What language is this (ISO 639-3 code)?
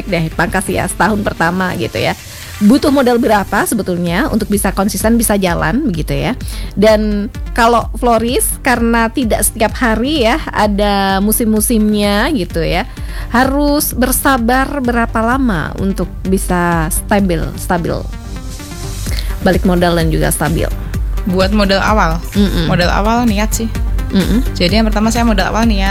ind